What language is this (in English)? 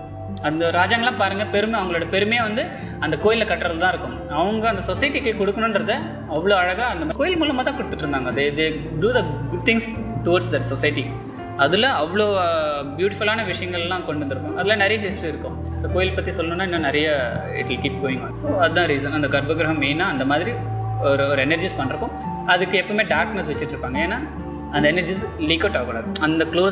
Tamil